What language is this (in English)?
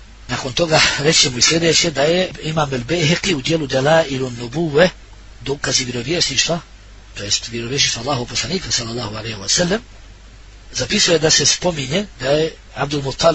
Bosnian